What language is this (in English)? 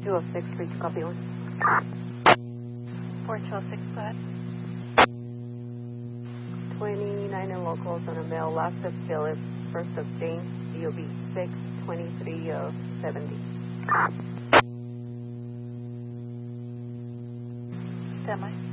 English